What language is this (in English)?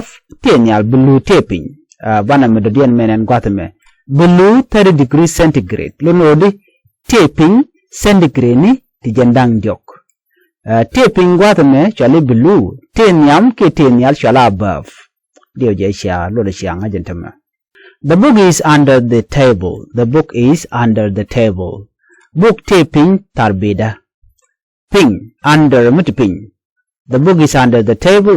Nuer